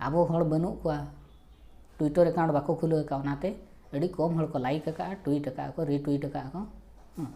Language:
Santali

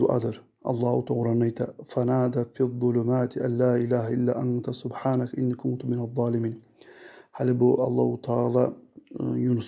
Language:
Kumyk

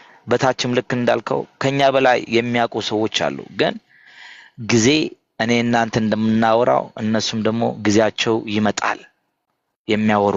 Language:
Amharic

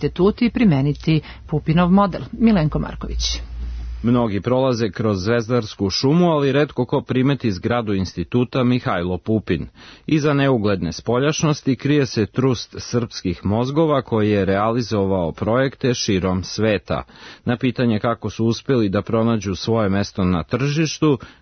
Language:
Serbian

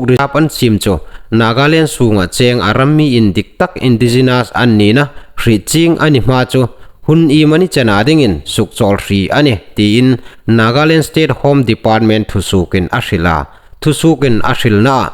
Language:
Hmar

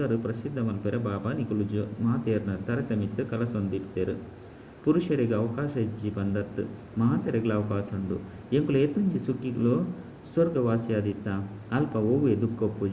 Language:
Tulu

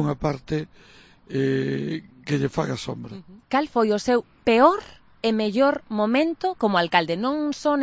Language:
Galician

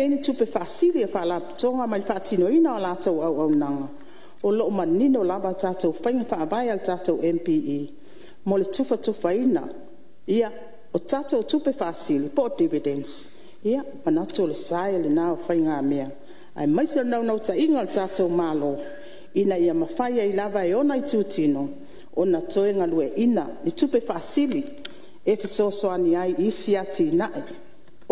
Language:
Samoan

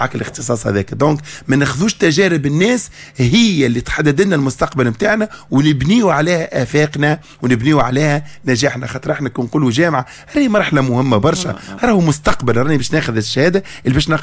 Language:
Tunisian Arabic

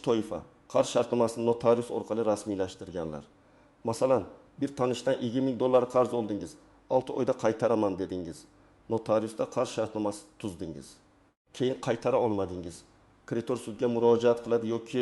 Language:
Uzbek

